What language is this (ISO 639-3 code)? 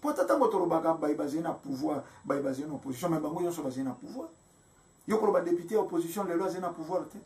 lin